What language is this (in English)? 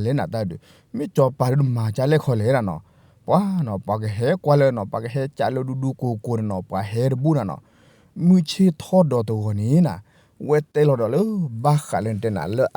S'gaw Karen